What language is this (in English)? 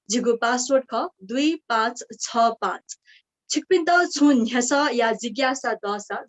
Newari